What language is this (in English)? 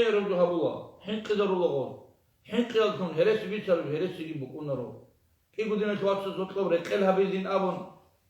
Avaric